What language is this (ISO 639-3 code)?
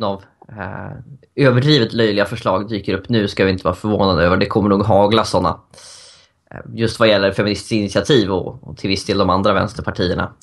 swe